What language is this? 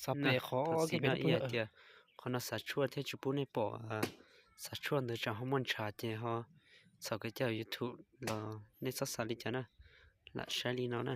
Hmong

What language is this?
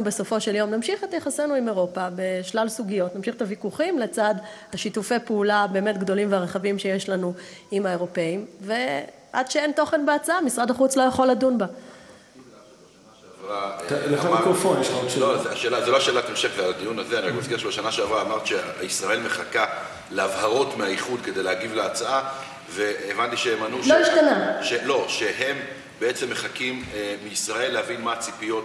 Hebrew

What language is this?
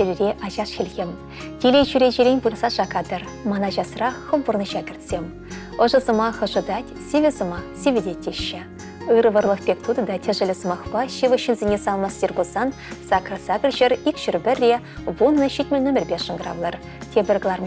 Chuvash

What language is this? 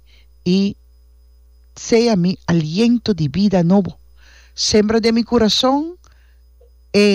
Papiamento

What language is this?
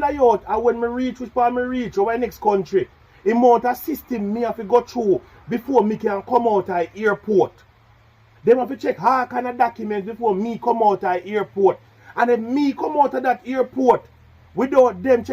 Jamaican Creole English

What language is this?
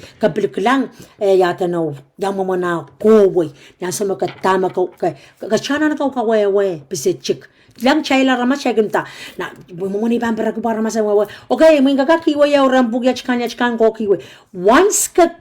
Pohnpeian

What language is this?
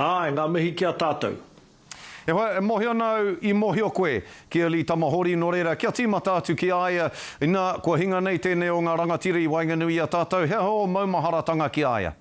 Māori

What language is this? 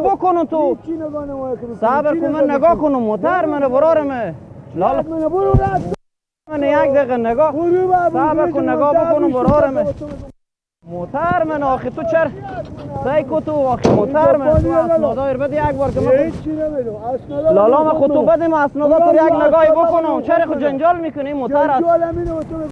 Persian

